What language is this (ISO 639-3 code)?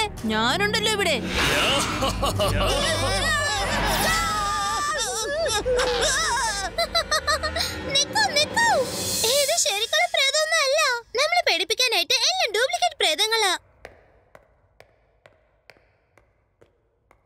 mal